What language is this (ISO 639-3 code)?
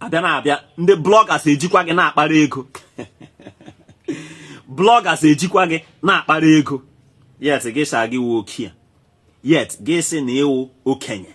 ibo